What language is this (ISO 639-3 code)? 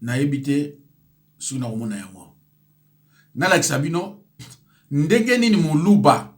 lin